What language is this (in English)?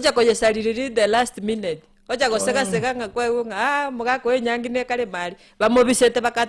Gusii